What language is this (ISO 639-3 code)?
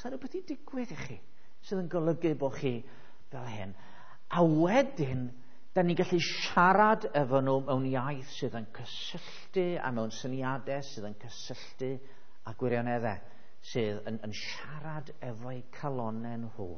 cym